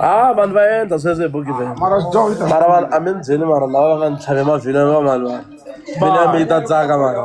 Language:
Tsonga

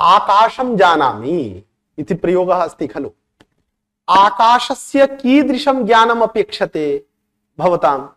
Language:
Sanskrit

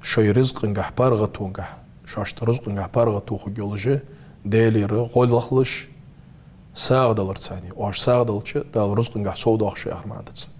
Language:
Ingush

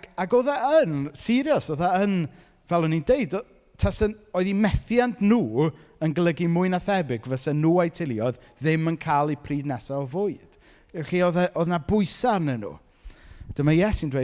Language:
Welsh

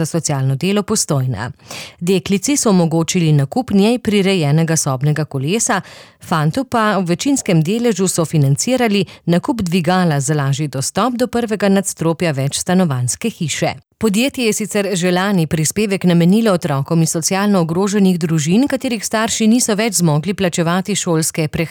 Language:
Slovenian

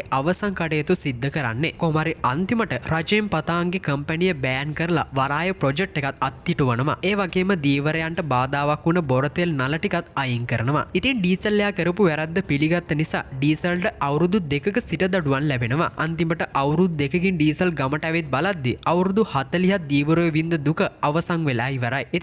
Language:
Sinhala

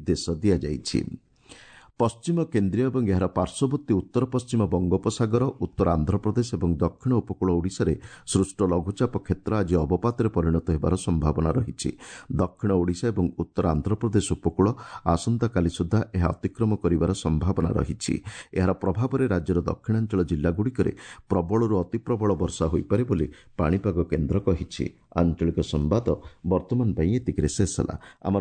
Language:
Odia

